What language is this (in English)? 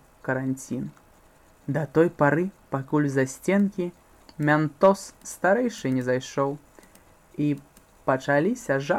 Belarusian